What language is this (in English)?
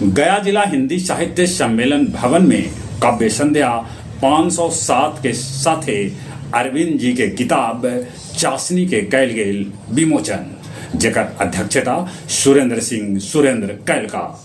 Magahi